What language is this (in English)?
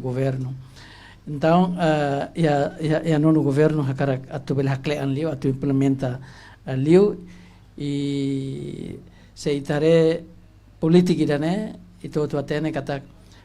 Tetum